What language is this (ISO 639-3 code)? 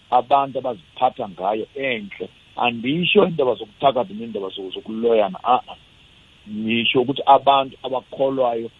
nbl